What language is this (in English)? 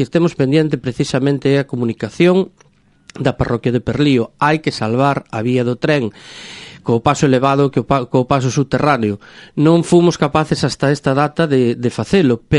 Galician